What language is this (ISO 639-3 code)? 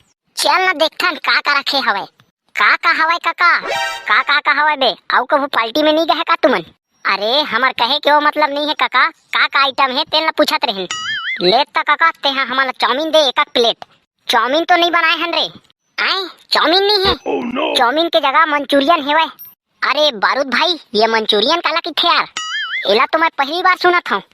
hne